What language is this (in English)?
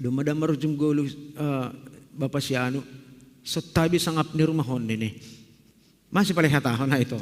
Batak Simalungun